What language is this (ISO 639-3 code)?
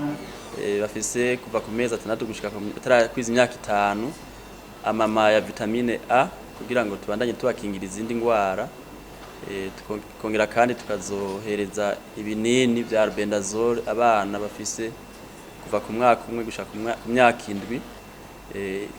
run